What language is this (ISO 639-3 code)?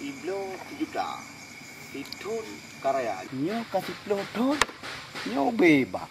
ace